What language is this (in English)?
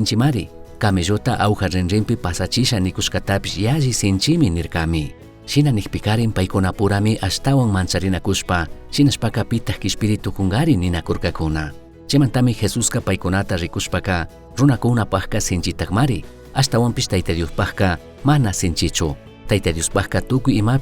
Chimborazo Highland Quichua